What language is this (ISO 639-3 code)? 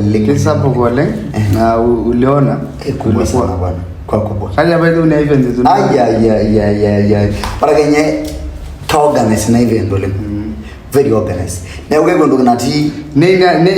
mas